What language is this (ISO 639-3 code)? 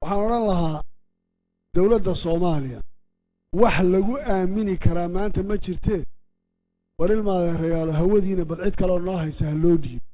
som